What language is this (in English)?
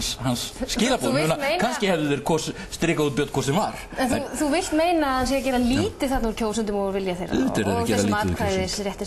Icelandic